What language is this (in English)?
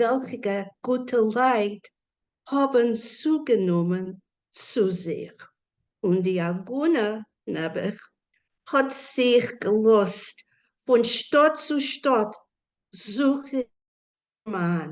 Yiddish